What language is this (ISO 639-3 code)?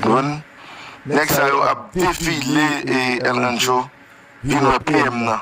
hat